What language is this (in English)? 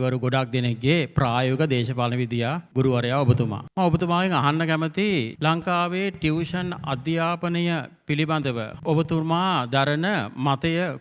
Sinhala